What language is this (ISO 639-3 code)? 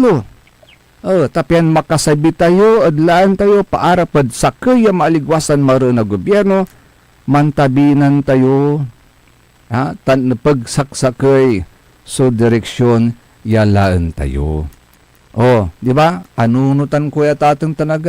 pag